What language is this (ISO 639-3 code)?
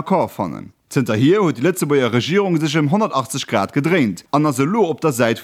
ltz